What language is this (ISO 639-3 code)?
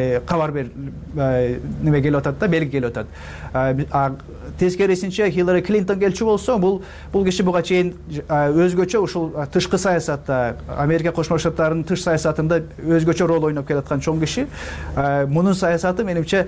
kir